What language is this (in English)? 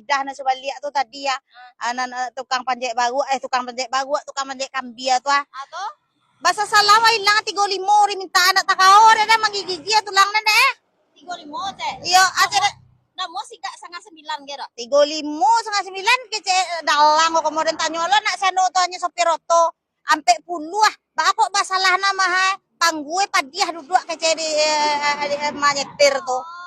Minangkabau